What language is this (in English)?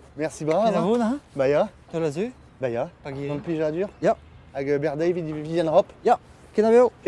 Breton